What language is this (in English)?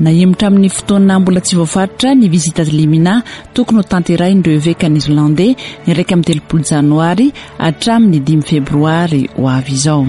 Malagasy